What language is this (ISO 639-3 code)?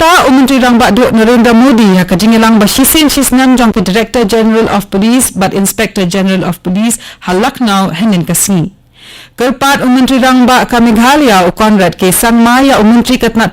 kha